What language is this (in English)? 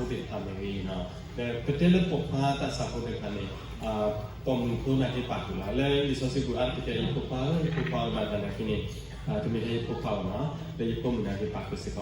S'gaw Karen